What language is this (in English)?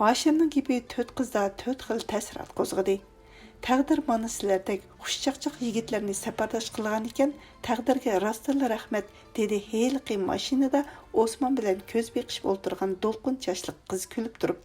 Uyghur